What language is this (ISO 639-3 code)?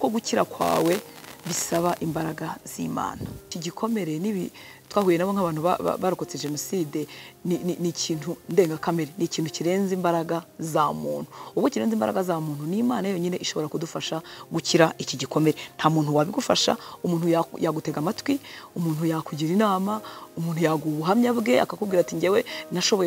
kin